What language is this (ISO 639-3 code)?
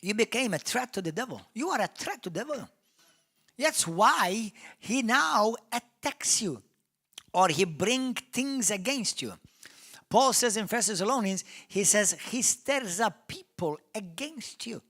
eng